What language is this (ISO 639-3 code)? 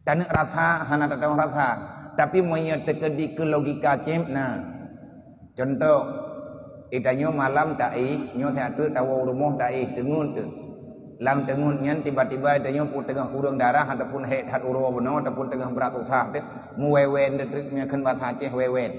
ace